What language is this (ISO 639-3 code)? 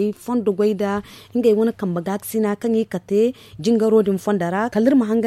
dje